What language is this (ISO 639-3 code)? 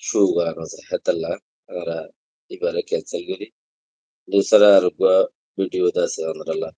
rhg